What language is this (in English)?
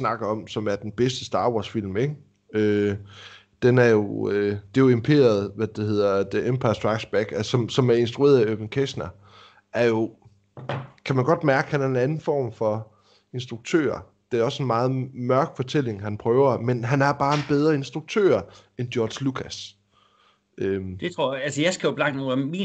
Danish